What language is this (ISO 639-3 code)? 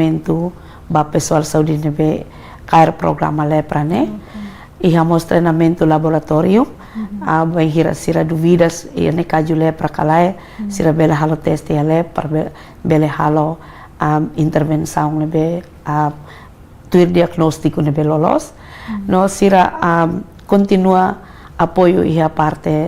tet